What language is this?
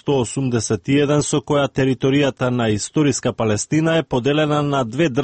Macedonian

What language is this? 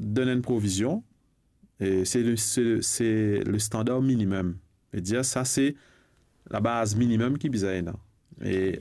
Morisyen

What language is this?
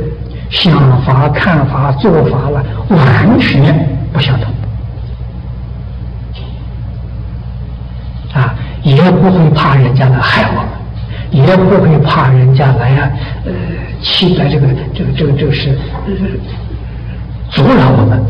Chinese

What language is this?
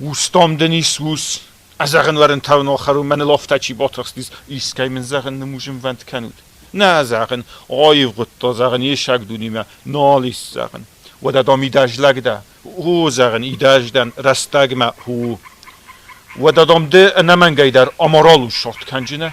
Ossetic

